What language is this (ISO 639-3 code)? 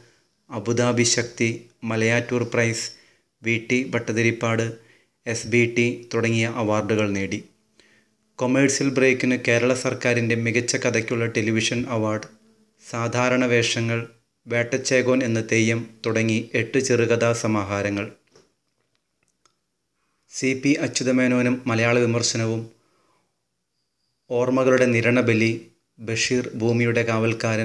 mal